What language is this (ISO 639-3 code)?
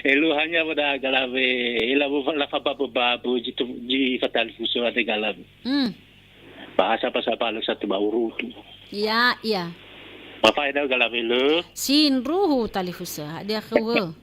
nia